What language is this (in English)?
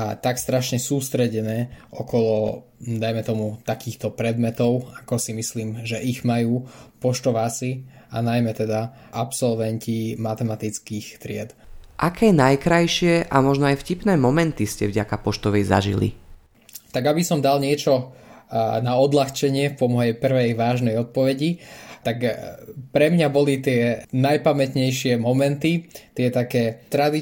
Slovak